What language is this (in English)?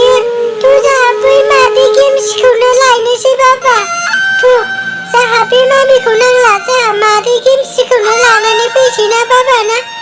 Bodo